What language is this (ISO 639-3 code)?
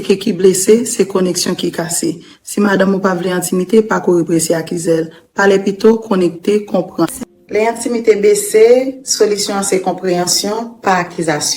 hat